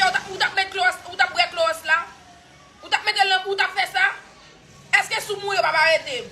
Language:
Haitian Creole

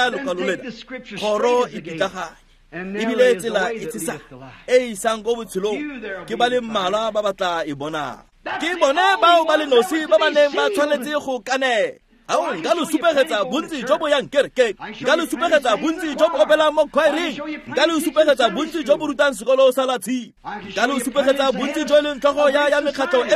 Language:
Tswana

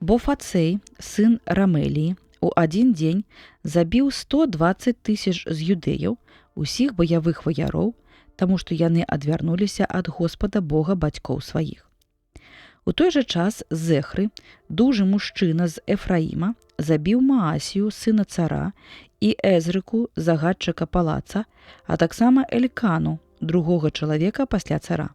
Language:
Belarusian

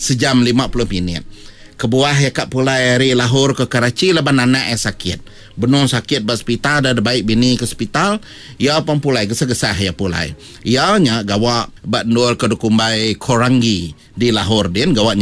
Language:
Iban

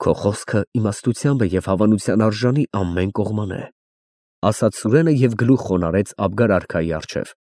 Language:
Armenian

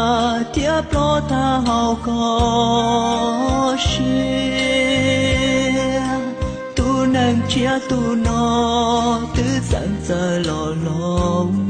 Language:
Hmong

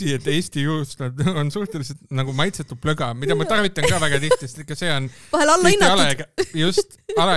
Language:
Estonian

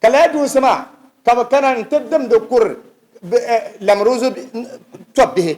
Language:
Dagbani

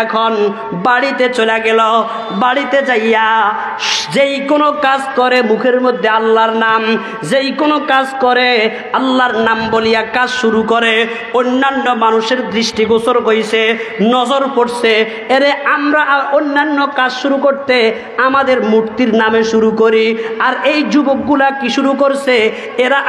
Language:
Bangla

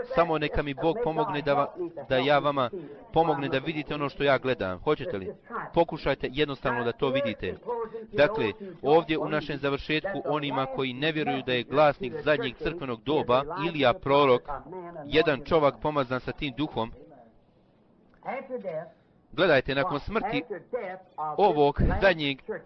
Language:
Bosnian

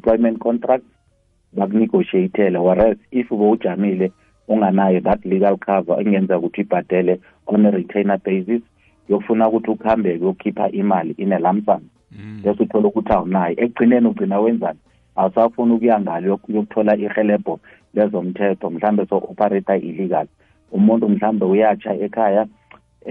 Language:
South Ndebele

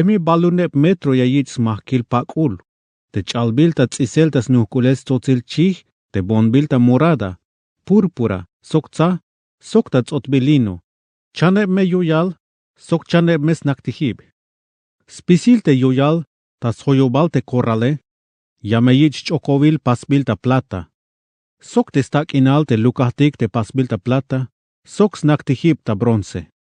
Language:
Tzeltal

